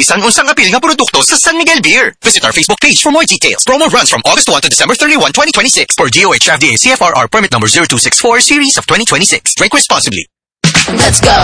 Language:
Cebuano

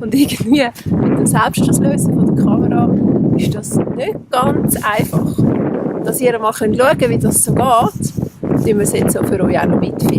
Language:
Swiss German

